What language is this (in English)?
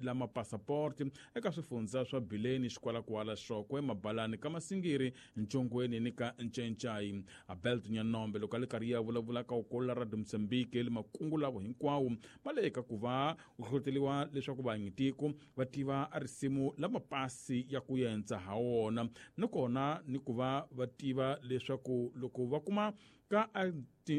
Tsonga